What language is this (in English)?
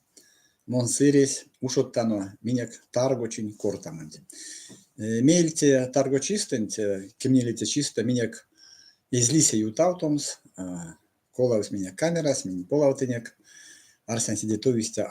Erzya